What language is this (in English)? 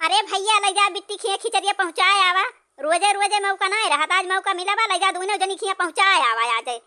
Awadhi